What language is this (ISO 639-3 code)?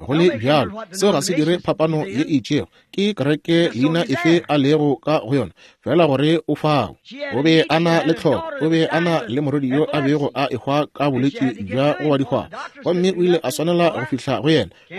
nso